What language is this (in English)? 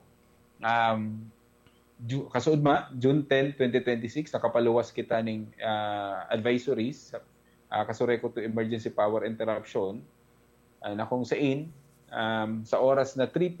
Bikol